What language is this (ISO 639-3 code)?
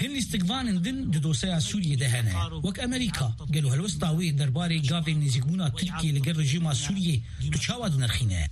kur